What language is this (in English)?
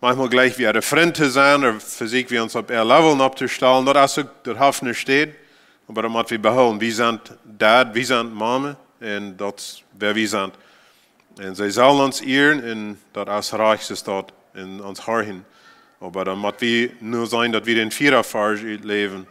Plautdietsch